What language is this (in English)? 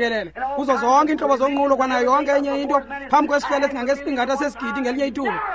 Xhosa